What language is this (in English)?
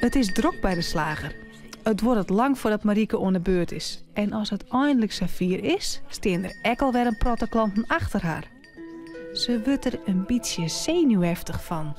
Western Frisian